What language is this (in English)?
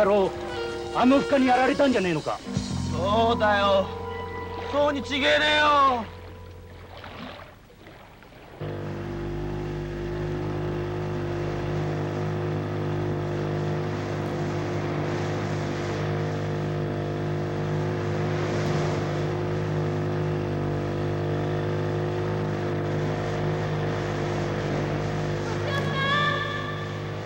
Japanese